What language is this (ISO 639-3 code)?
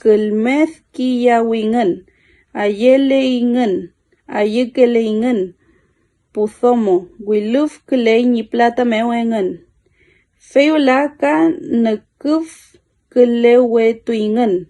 arn